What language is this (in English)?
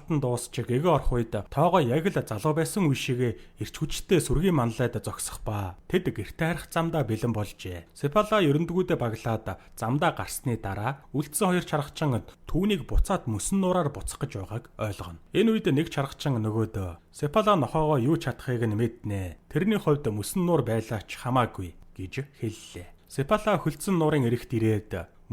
Mongolian